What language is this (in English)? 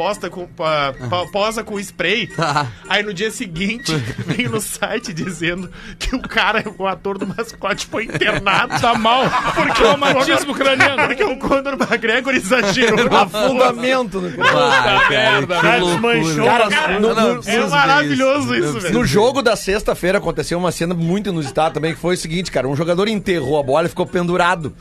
Portuguese